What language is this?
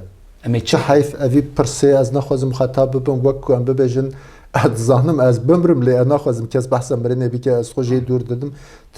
Kurdish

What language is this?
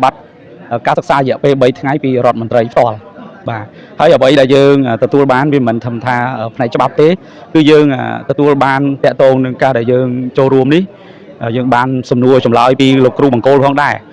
Khmer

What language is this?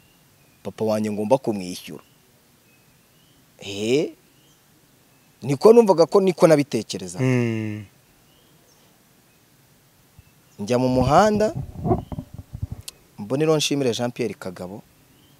Kinyarwanda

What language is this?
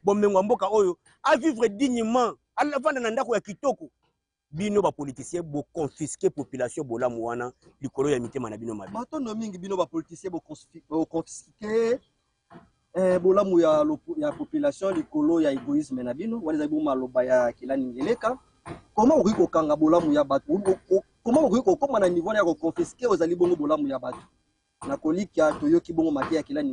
Lingala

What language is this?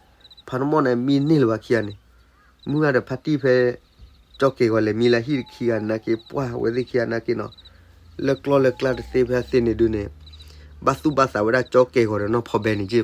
S'gaw Karen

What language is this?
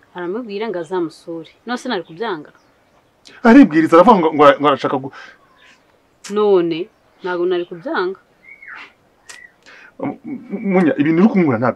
Kinyarwanda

